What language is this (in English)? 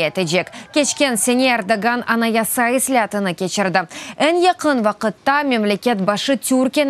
Crimean Tatar